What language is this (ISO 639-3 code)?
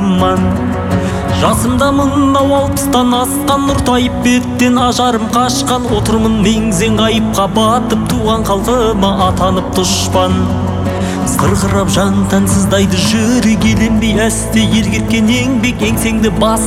kaz